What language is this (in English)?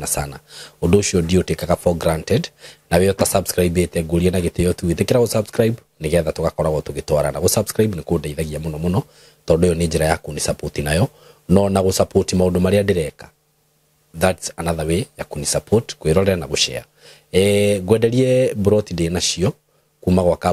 Kikuyu